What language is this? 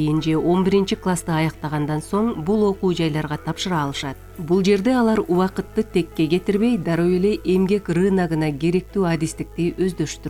Kyrgyz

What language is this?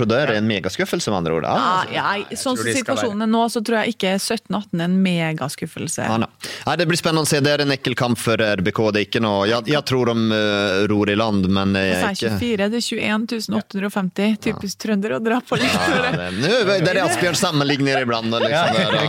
Norwegian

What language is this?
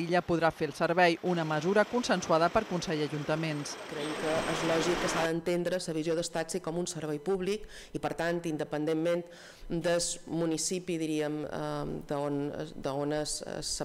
Catalan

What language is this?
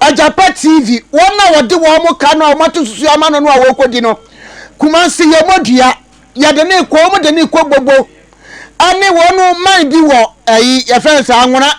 Akan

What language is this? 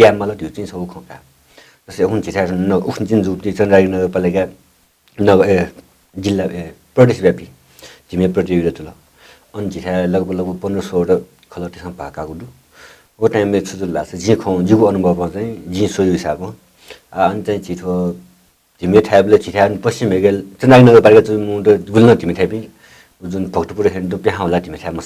Newari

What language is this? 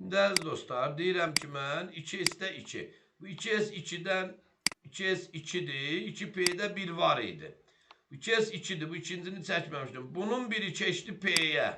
Azerbaijani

